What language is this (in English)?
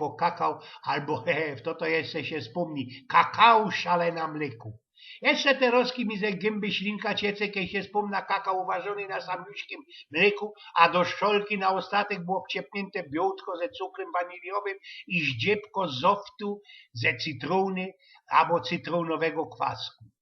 Silesian